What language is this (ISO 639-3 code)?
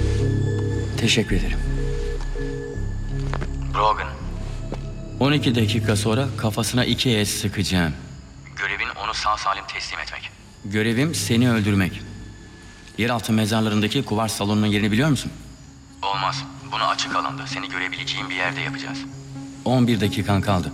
tur